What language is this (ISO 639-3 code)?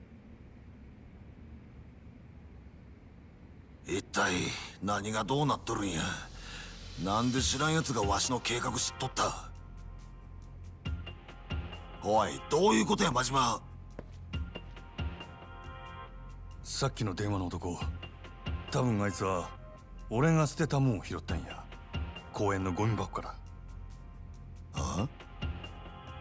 jpn